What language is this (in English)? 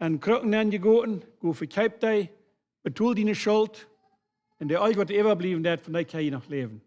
Plautdietsch